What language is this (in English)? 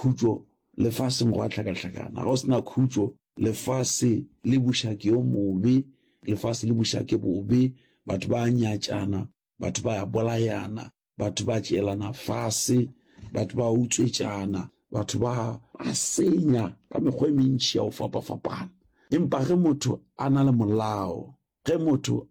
Northern Sotho